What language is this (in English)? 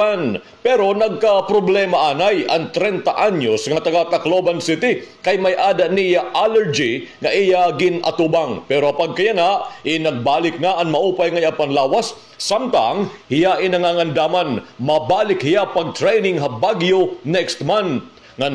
Waray